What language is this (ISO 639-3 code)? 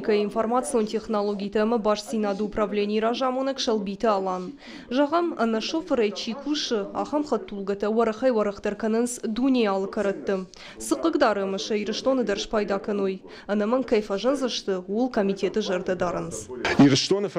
oss